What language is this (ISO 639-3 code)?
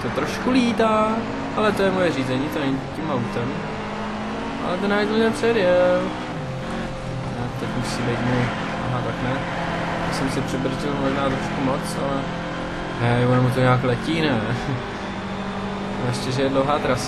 ces